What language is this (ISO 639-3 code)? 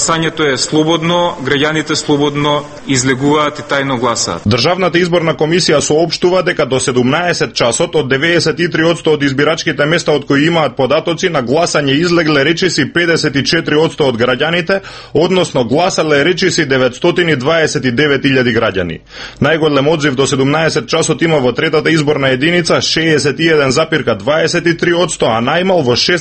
mkd